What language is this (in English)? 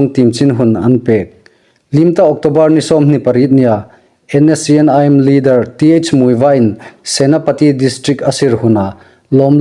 Hmar